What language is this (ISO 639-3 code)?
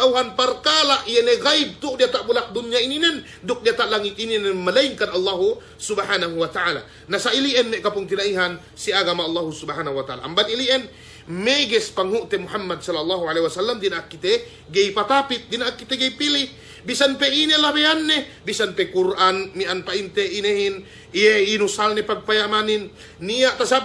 yka